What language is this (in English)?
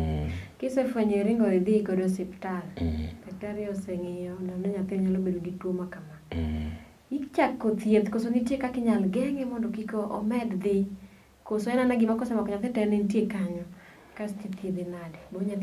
Luo (Kenya and Tanzania)